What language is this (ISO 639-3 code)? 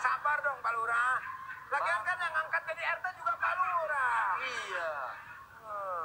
bew